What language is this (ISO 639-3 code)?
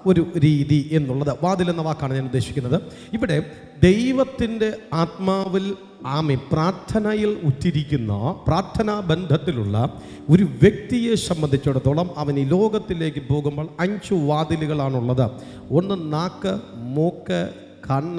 mal